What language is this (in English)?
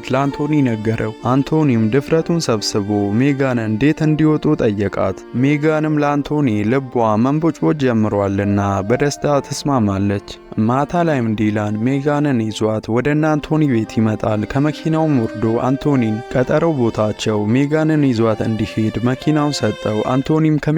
Amharic